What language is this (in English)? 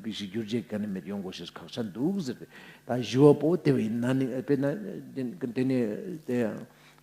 Ladakhi